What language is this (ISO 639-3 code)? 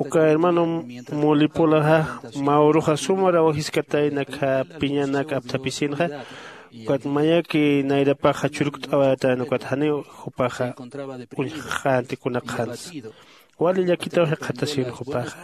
aym